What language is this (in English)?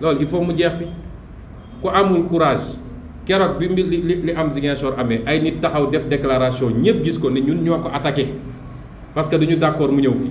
Wolof